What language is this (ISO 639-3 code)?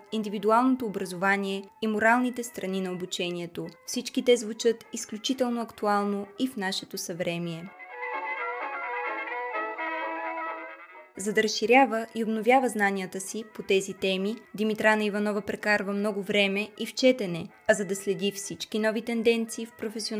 bul